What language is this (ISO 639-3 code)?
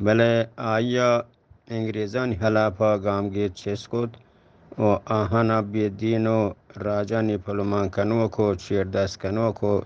bgp